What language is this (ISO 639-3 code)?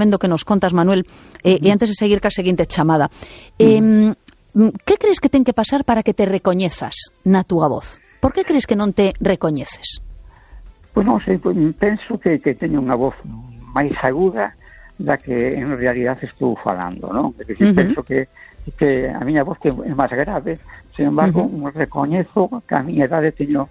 glg